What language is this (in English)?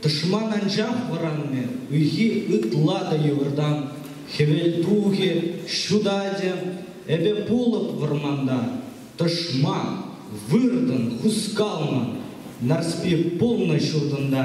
Chuvash